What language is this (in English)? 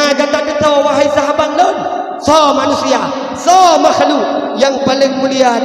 Achinese